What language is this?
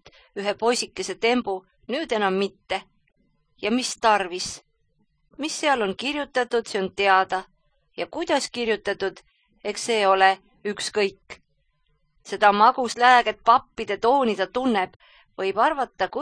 Estonian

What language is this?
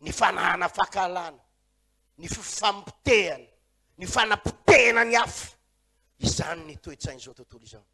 Malagasy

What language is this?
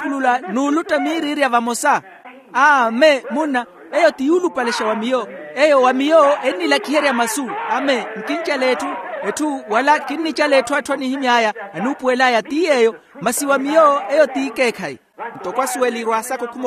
Makhuwa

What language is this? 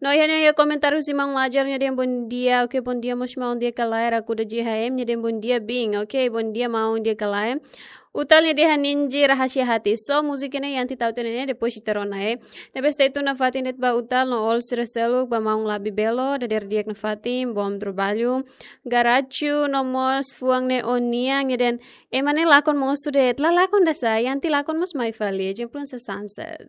Tetum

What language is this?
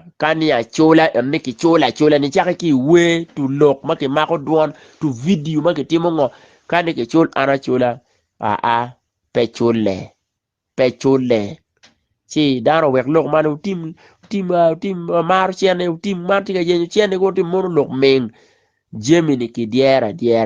Acoli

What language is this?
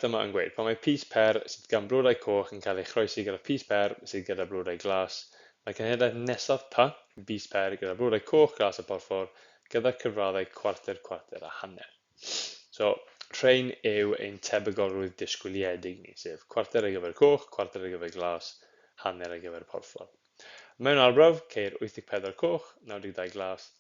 Welsh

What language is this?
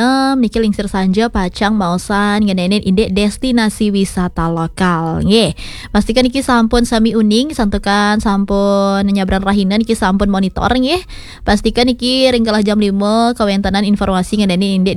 Balinese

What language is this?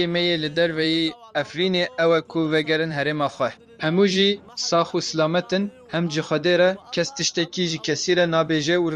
Kurdish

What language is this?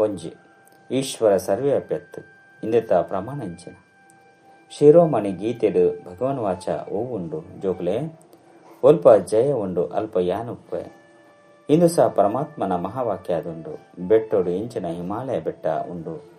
Tulu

